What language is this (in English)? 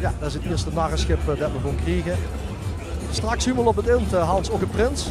Limburgish